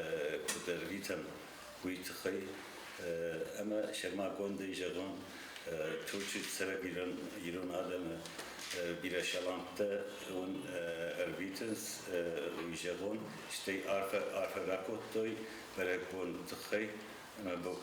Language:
Ossetic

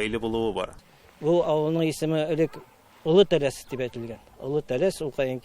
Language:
Tatar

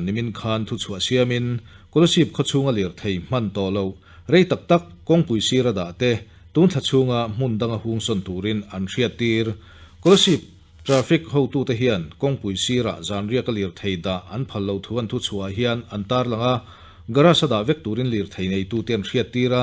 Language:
Mizo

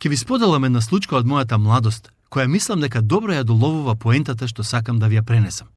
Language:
Macedonian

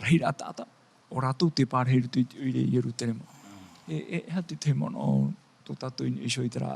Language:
Tahitian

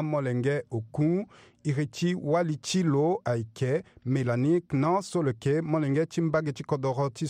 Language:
Sango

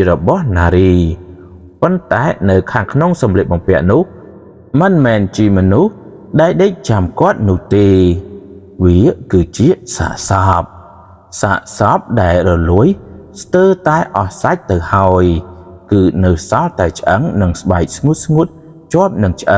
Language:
Khmer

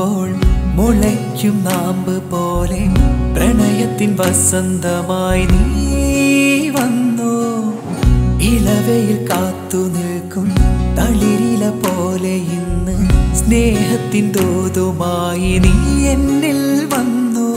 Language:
Malayalam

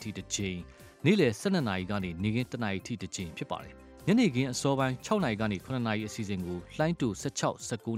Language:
Burmese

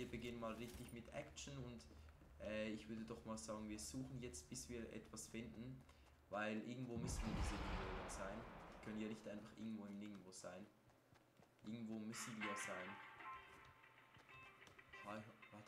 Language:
German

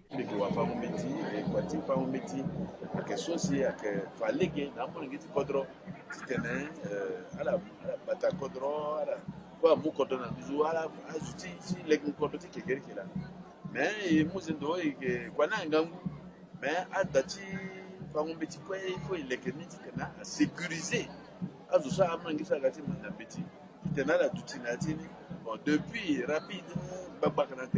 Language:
Sango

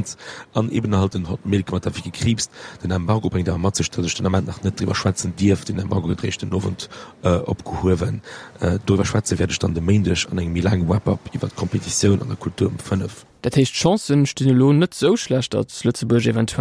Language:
Luxembourgish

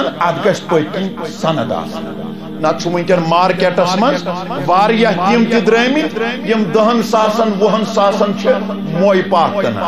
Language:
Kashmiri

